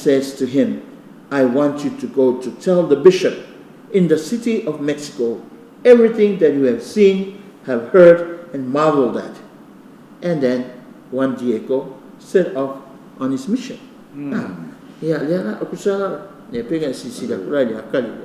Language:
Samoan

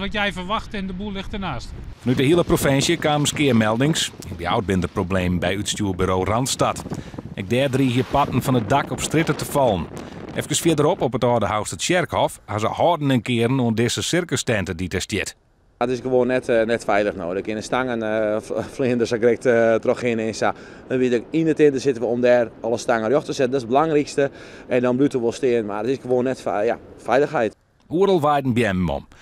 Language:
Western Frisian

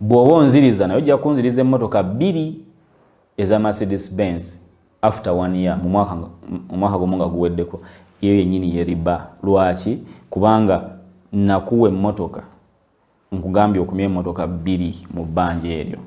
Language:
Ganda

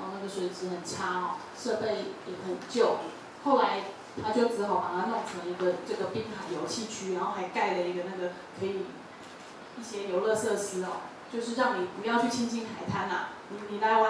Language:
Chinese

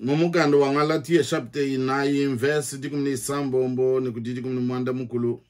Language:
Luba-Lulua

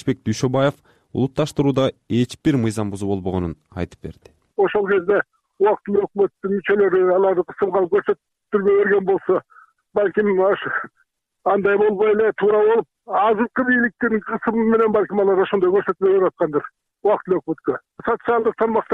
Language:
Kyrgyz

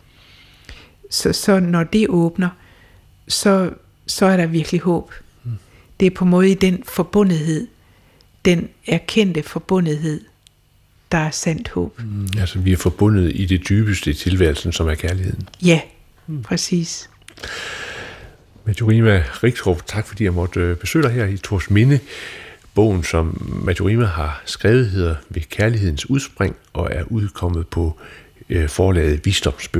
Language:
Danish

